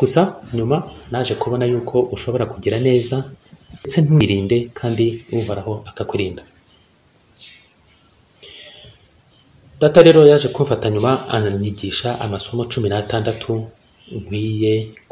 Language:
Kinyarwanda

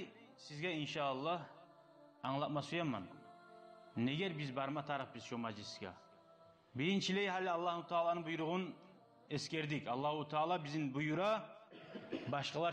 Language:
Kumyk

